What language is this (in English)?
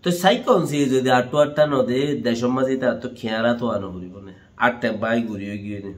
Rohingya